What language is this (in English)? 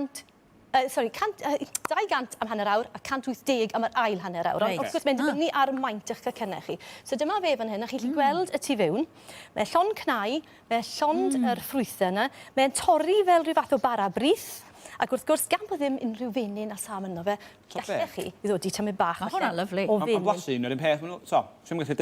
Welsh